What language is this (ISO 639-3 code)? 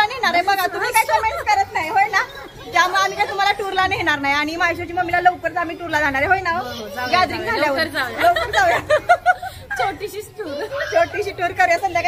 mar